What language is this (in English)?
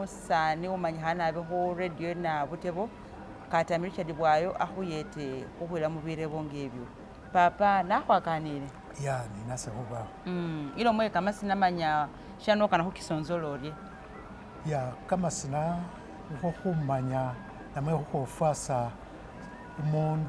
Masaaba